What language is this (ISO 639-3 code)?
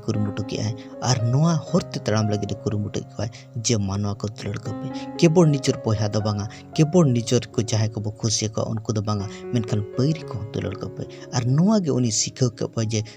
sat